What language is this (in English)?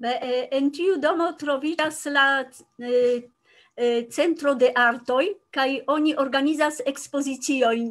Esperanto